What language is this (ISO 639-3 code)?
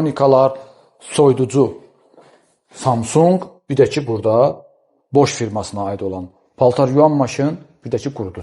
aze